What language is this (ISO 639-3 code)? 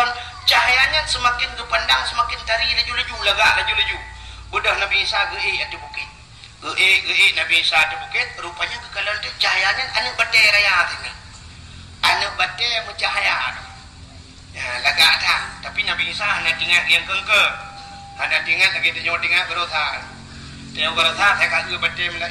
ace